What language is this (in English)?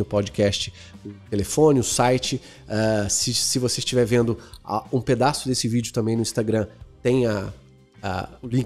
Portuguese